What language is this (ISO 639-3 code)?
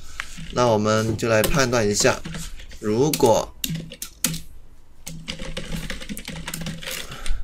zho